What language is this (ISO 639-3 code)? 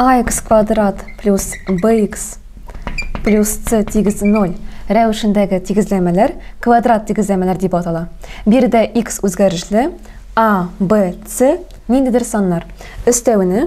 tat